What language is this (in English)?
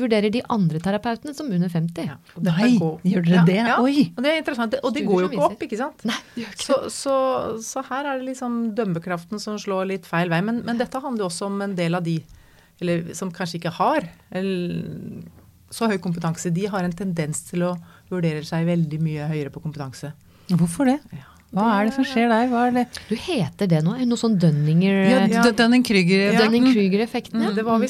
Norwegian